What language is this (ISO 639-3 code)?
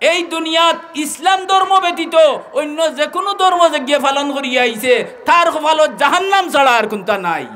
syl